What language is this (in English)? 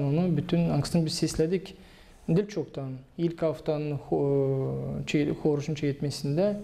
Gagauz